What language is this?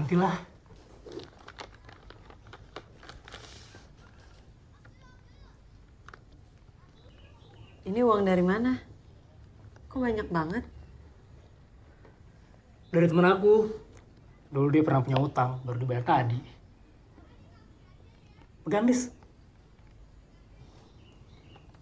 Indonesian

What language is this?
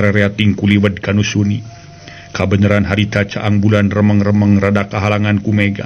Sundanese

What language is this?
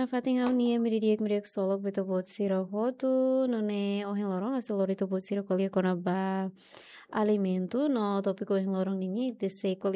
Tetum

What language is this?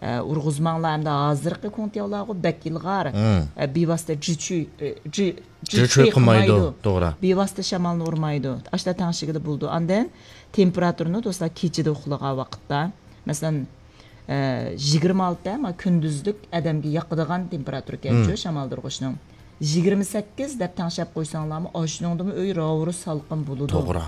Uyghur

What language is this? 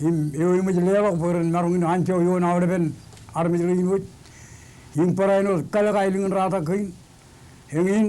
Marshallese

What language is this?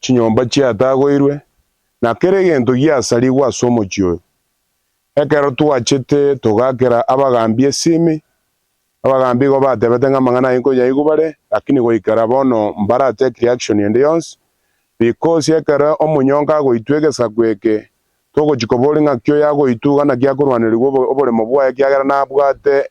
Gusii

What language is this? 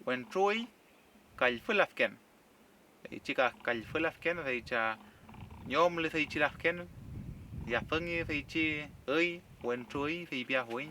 Mapuche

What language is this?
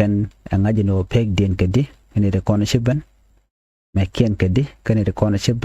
Nuer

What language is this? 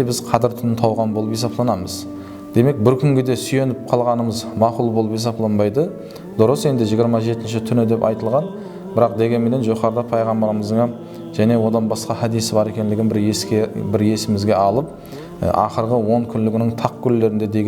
Kara-Kalpak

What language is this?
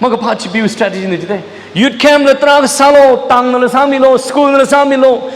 Tangkhul Naga (India)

